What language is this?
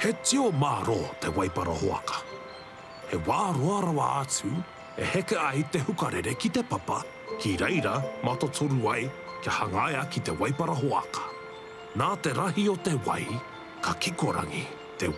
Māori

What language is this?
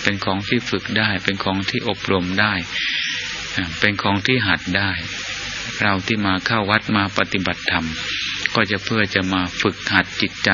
Thai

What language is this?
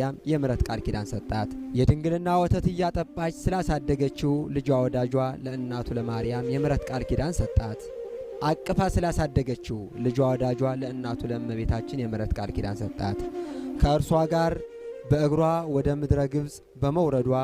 Amharic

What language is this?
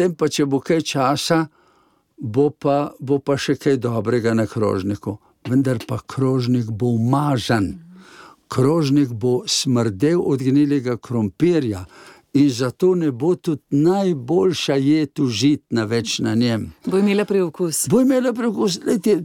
Slovenian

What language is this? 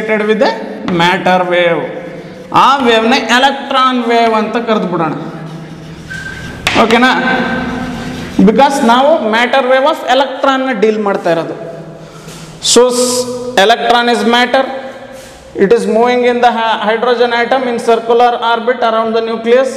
Kannada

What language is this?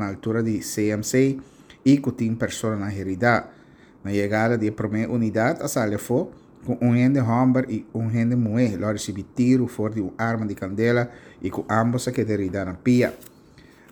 Papiamento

